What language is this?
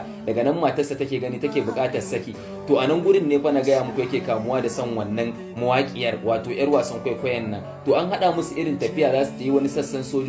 Hausa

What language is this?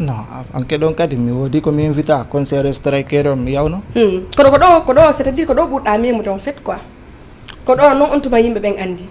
Fula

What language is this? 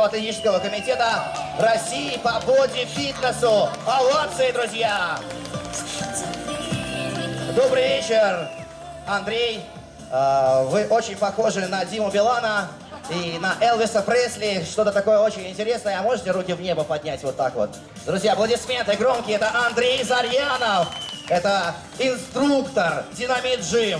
Russian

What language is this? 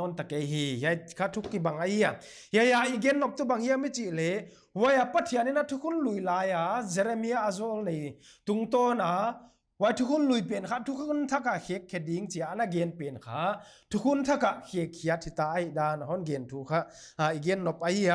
Paite Chin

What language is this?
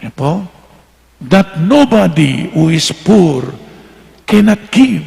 Pampanga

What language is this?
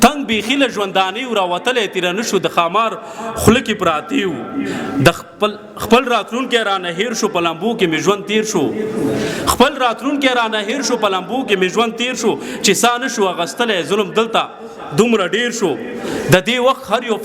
Pashto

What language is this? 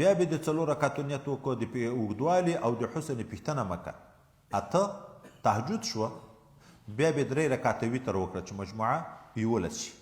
Pashto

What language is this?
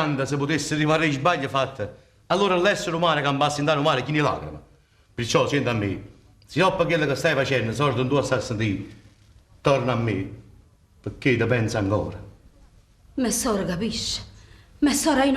Neapolitan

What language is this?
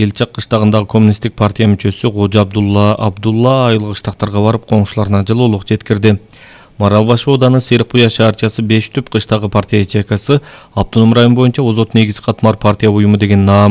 Kyrgyz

